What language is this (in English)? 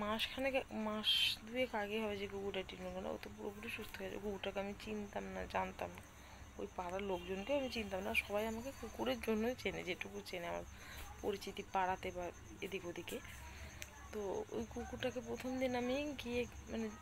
Bangla